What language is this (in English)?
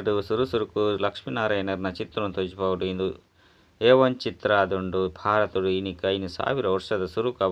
Tulu